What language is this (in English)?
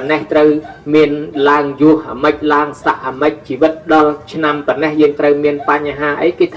Khmer